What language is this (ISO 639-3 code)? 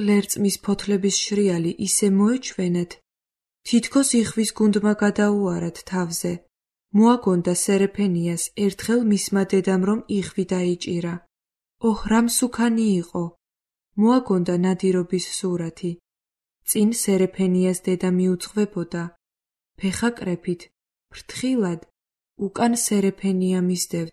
kat